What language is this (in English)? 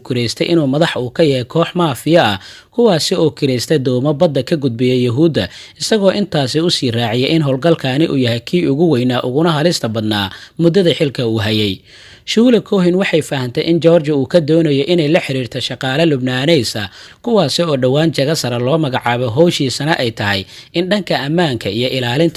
Somali